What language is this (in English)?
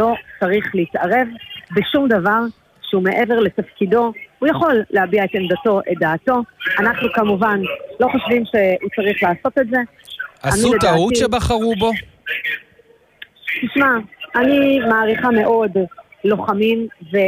Hebrew